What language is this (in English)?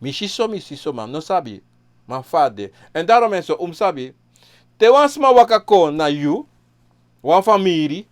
Sranan Tongo